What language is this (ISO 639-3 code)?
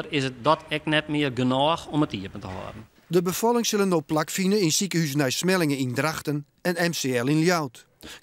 fry